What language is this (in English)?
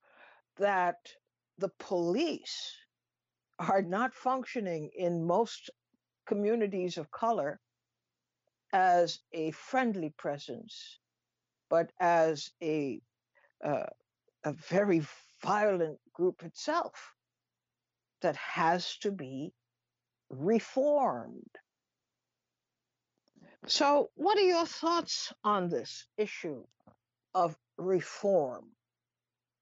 English